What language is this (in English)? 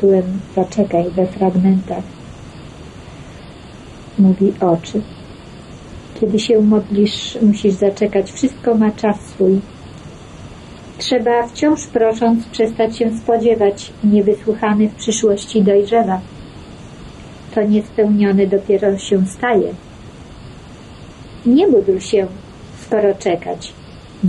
Polish